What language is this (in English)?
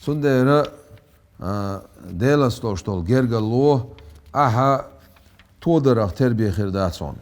Chechen